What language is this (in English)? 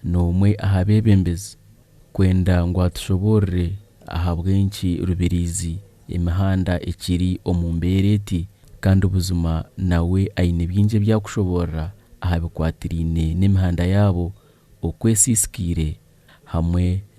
Nyankole